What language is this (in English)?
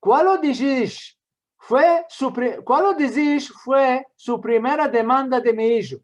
Ladino